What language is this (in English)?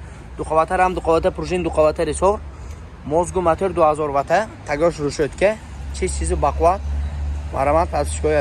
Tajik